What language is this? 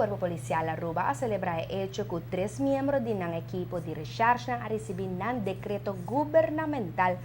Papiamento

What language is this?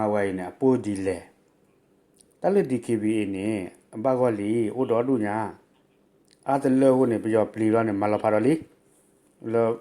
S'gaw Karen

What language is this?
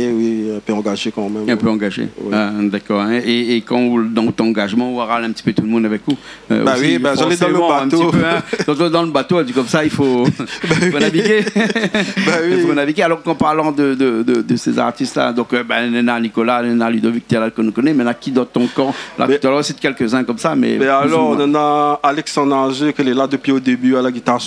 Réunion Creole French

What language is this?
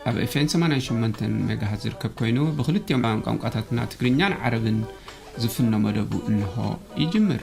Tigrinya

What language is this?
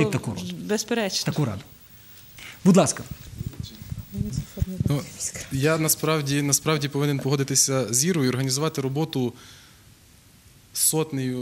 Ukrainian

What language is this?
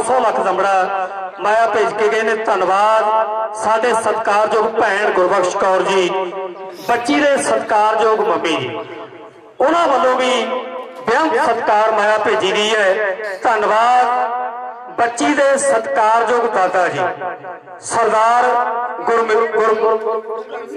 Punjabi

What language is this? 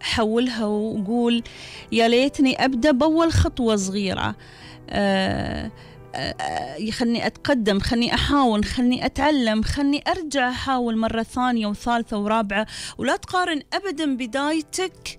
Gulf Arabic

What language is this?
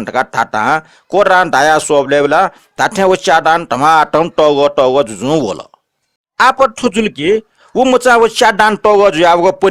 Newari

